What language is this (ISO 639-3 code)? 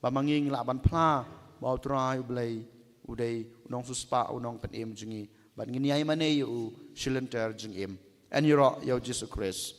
kha